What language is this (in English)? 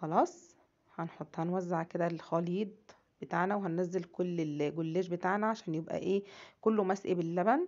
Egyptian Arabic